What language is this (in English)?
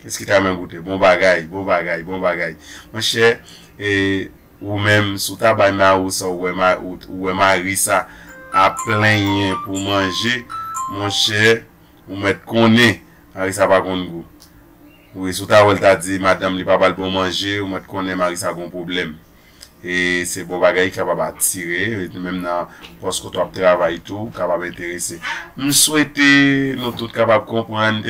Haitian Creole